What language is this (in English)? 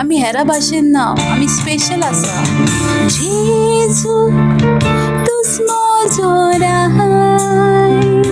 Konkani